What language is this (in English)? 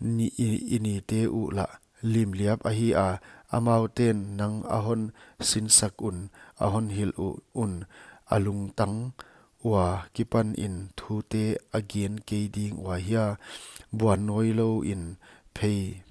Paite Chin